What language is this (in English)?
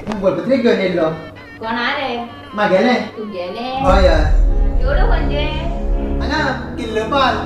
Konkani